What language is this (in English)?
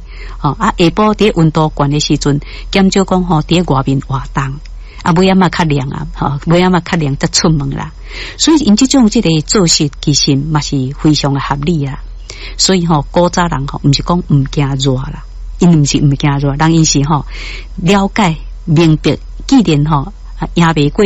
Min Nan Chinese